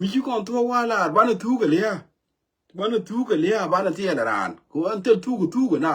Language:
Nuer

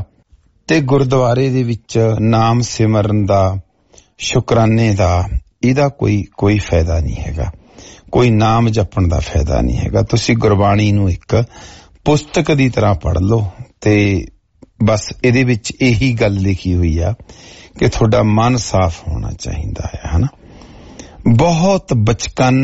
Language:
Punjabi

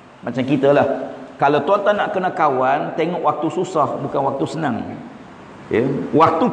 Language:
Malay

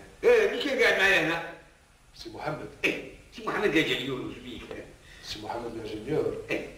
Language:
Algerian Arabic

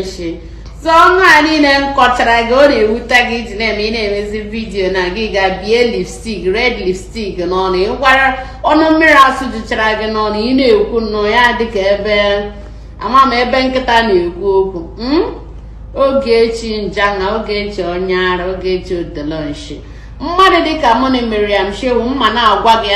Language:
Igbo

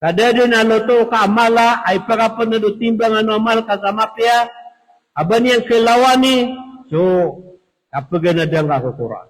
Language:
Maranao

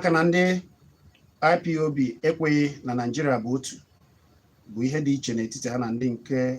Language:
Igbo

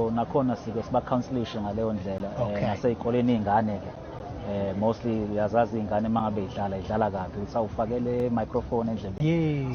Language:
Zulu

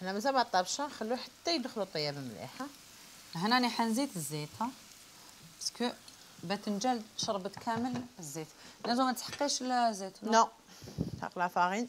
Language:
Algerian Arabic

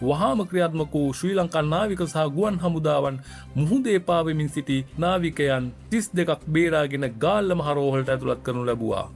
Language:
Sinhala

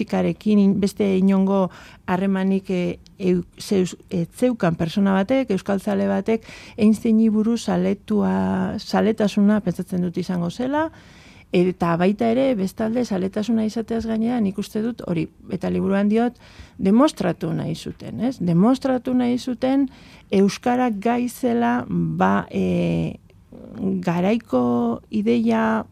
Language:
Basque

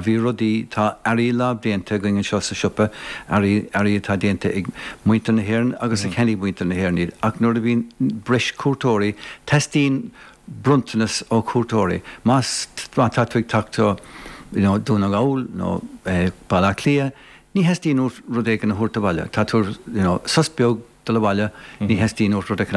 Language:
Irish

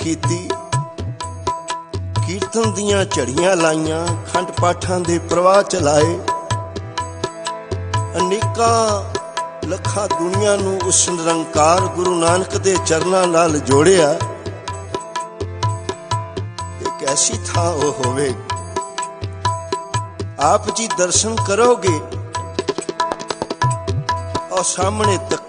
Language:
Punjabi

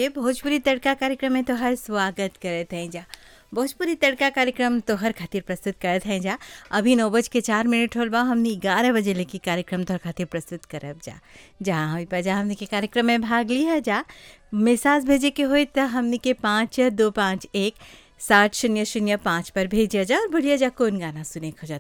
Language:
Bhojpuri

